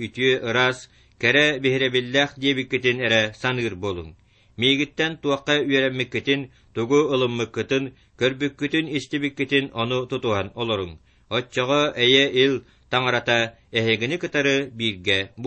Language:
Yakut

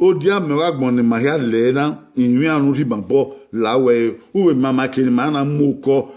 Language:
Bini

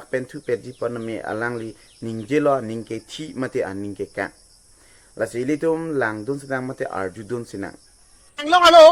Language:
Karbi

